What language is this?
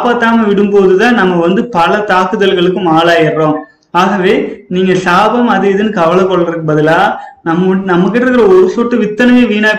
Tamil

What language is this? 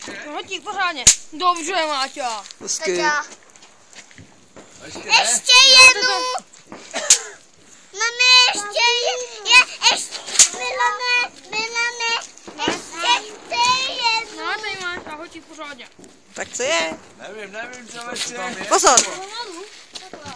Czech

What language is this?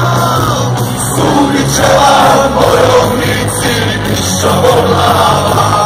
Croatian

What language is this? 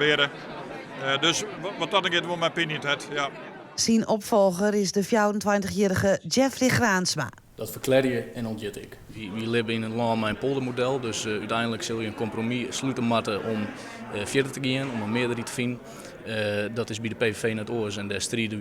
Western Frisian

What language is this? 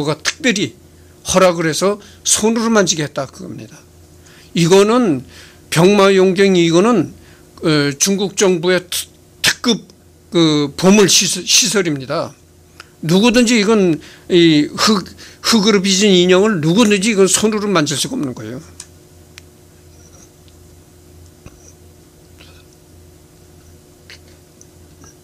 Korean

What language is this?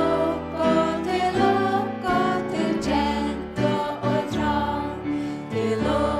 Faroese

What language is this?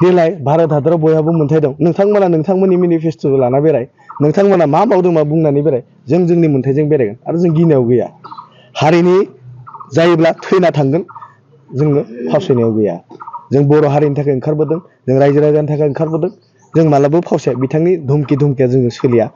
Bodo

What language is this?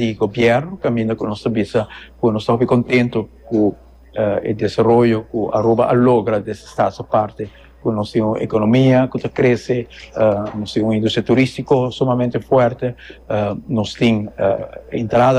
Papiamento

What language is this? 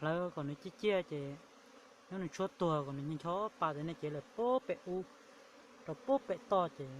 Hmong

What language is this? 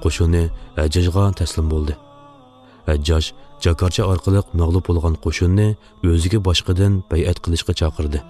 Uyghur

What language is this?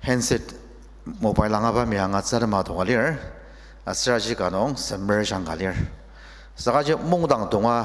Ao Naga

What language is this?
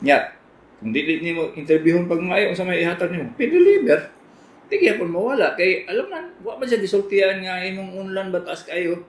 Cebuano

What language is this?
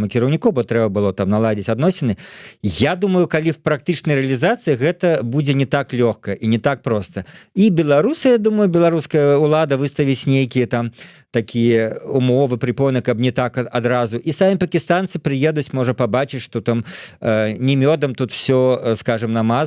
Belarusian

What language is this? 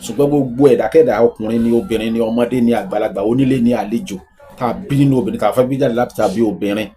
Yoruba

